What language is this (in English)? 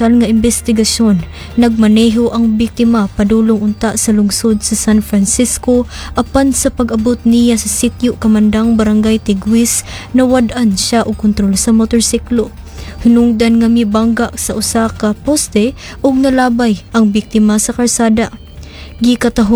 Cebuano